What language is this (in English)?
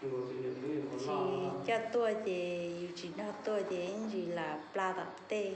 Hmong